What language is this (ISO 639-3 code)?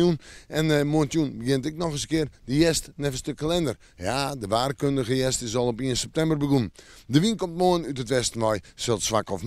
fry